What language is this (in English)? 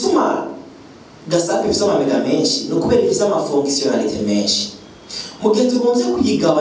Rundi